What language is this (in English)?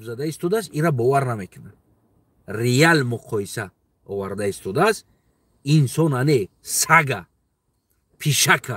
Tajik